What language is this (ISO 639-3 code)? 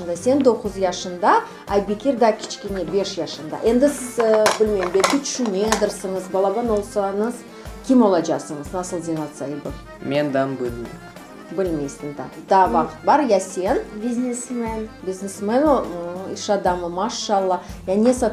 crh